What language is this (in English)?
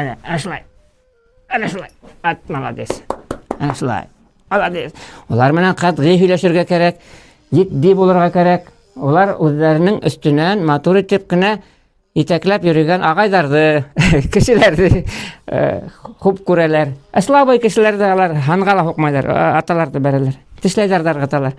Bashkir